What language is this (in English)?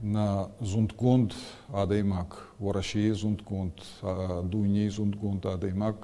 Ossetic